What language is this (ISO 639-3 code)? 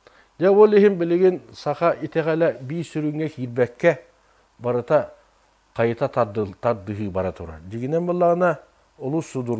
sah